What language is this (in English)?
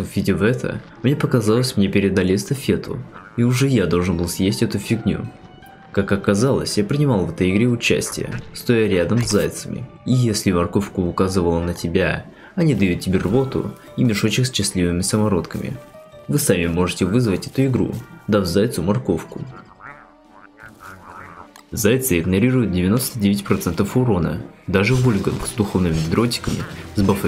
Russian